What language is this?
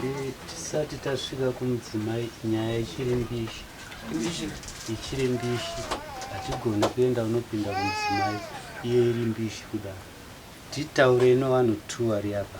Shona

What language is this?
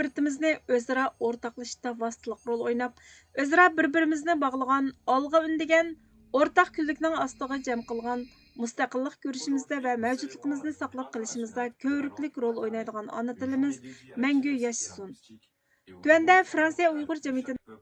Uyghur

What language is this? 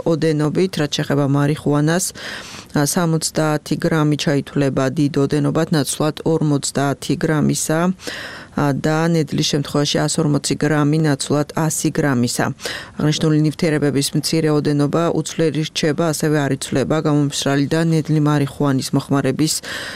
Georgian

